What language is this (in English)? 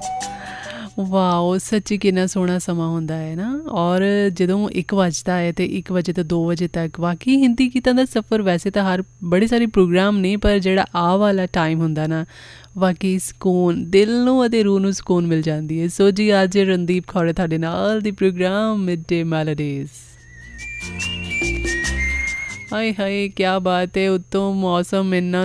Punjabi